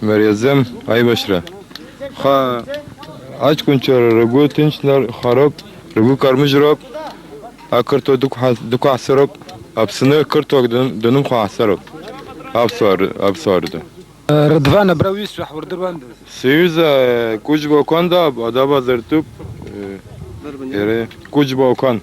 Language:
Abkhazian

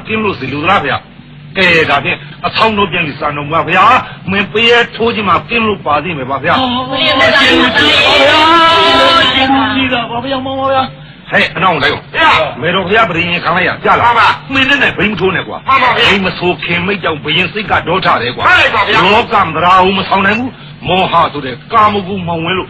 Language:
Burmese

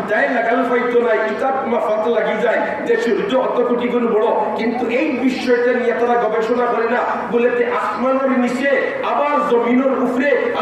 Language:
Sylheti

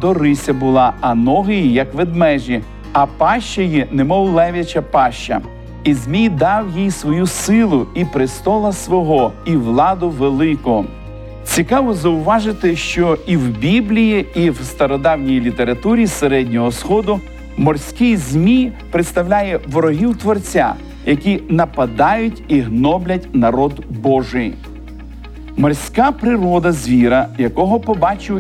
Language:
Ukrainian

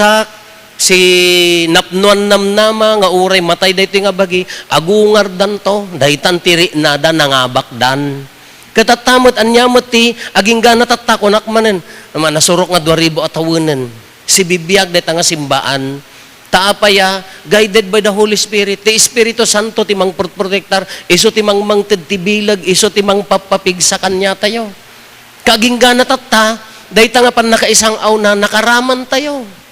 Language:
Iloko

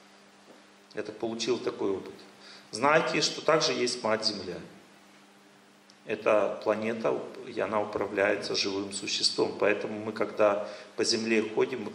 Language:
Russian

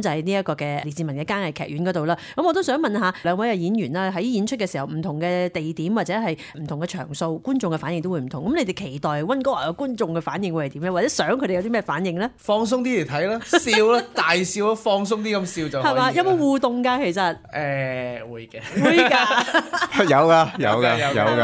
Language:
Cantonese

